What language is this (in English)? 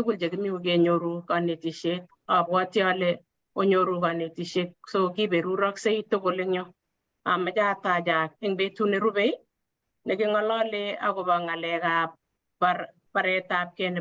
Kalenjin